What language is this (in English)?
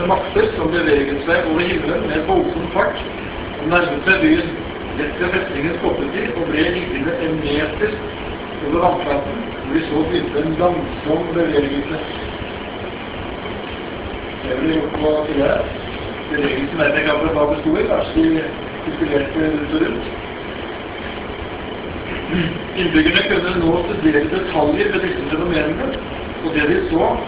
Norwegian